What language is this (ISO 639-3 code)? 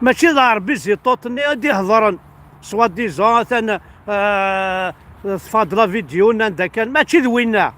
kab